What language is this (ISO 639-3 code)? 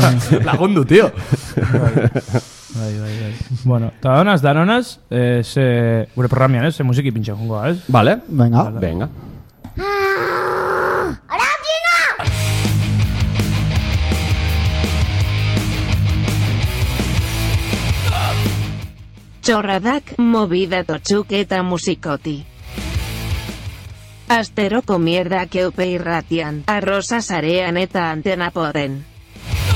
eus